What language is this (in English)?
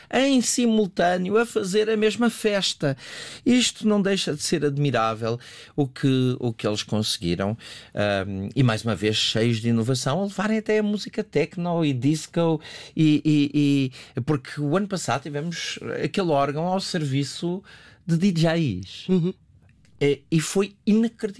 Portuguese